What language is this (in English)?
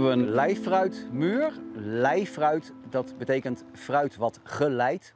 Western Frisian